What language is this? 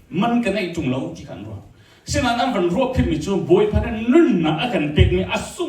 Hakha Chin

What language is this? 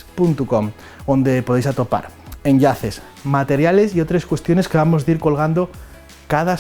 Asturian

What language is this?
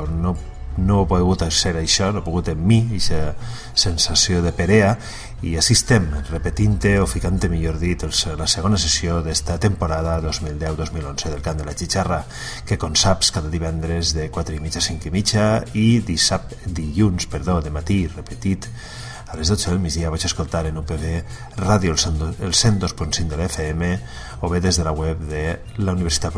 Catalan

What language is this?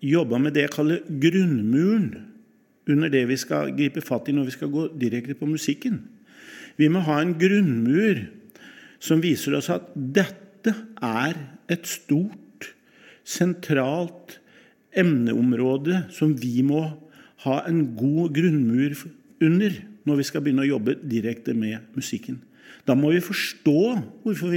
Norwegian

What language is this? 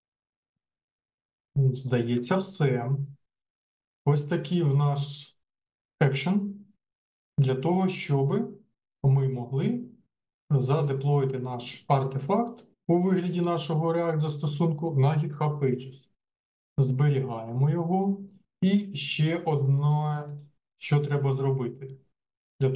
Ukrainian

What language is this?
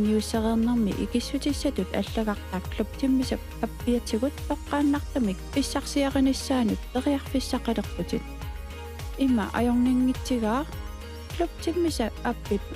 Kalaallisut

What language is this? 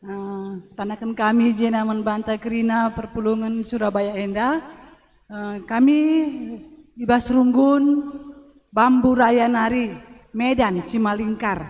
Batak Karo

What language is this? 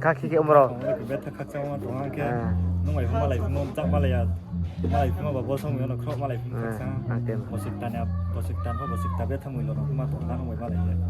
Riang (India)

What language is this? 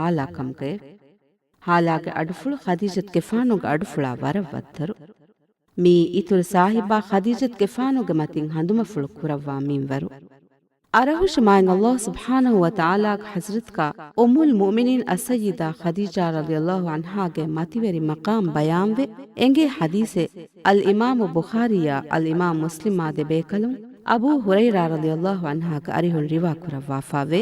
Divehi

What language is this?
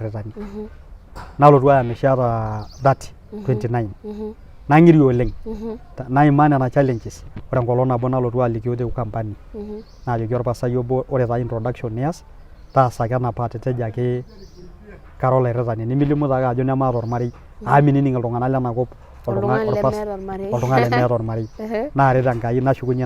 Masai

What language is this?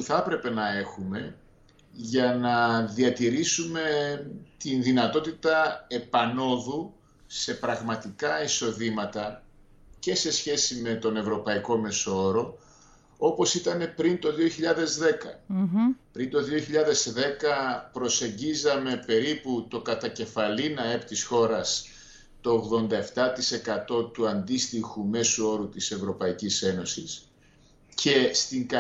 Greek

